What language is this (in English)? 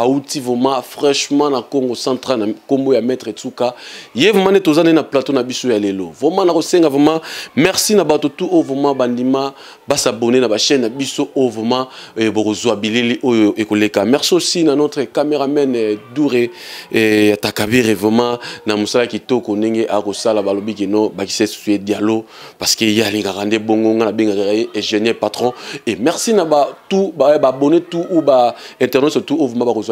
Lingala